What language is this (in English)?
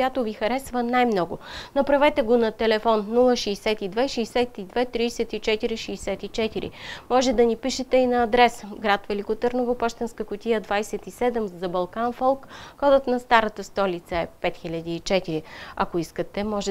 Bulgarian